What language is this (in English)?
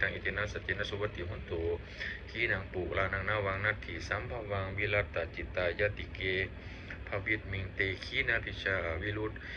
Pali